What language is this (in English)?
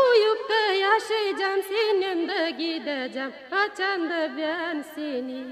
Gagauz